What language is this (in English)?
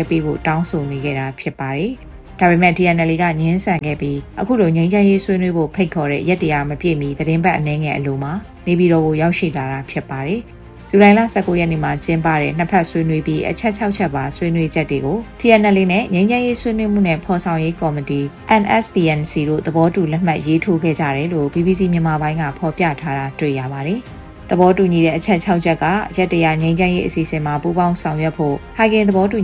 Burmese